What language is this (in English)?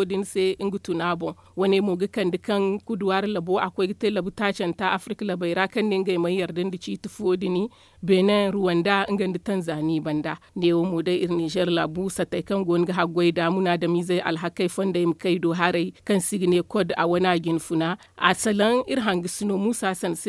Zarma